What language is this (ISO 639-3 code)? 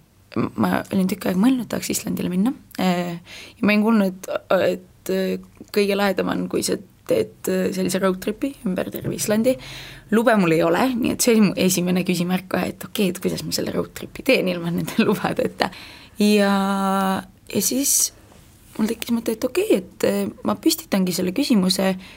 est